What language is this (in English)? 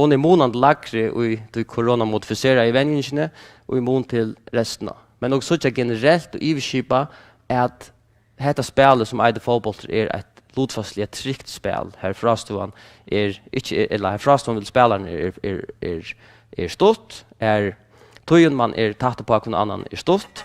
Faroese